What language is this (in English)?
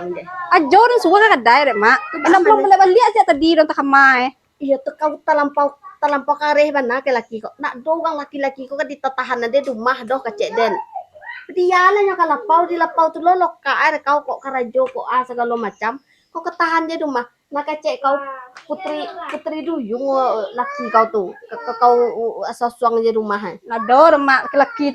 Minangkabau